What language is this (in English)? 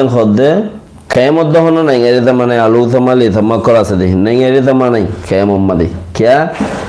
Rohingya